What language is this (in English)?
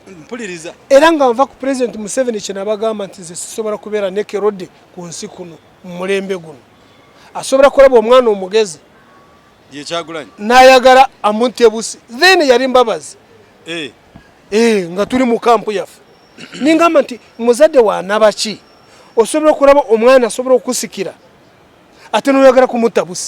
Ganda